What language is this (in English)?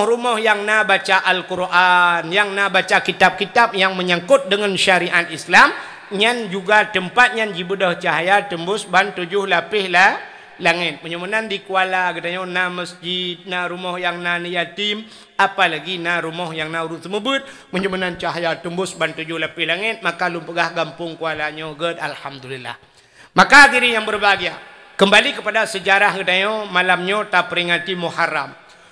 Achinese